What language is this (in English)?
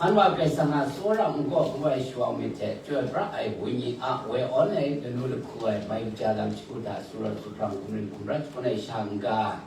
Kachin